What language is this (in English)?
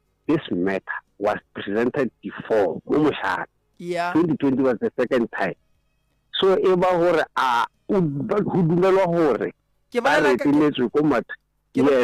Northern Sotho